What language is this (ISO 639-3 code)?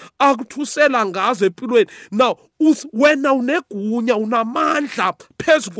nbl